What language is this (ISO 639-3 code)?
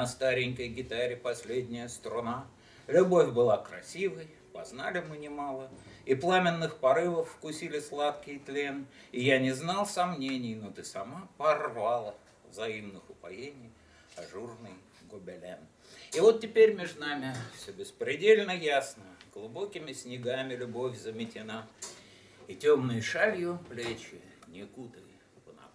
rus